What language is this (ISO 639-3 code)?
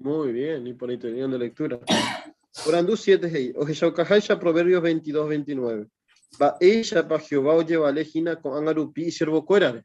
grn